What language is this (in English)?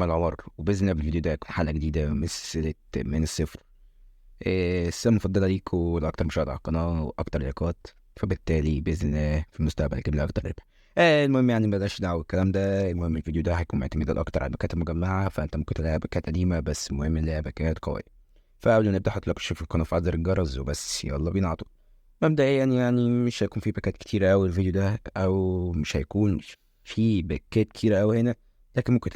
Egyptian Arabic